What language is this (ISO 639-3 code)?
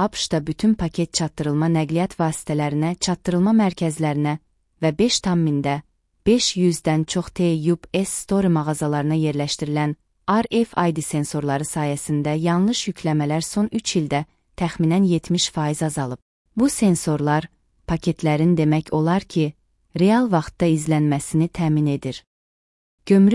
aze